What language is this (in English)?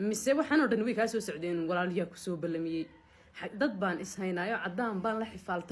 Somali